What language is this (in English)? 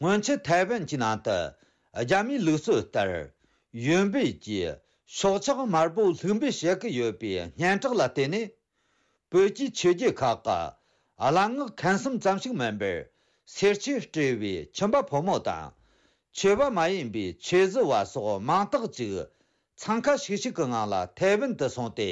Tibetan